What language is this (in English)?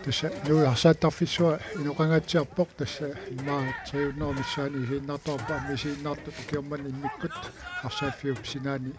Kalaallisut